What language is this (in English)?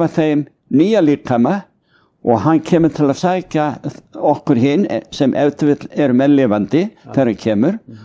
Icelandic